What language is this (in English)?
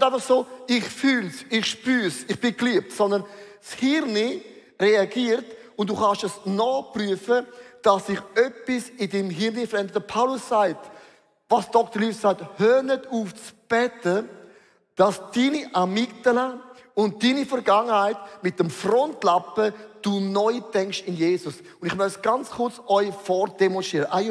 Swiss German